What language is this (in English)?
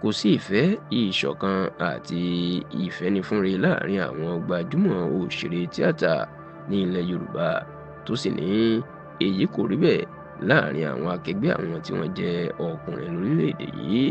Yoruba